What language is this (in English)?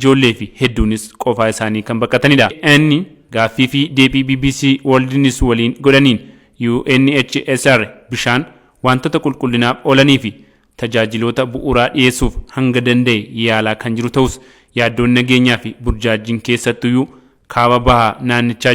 Oromo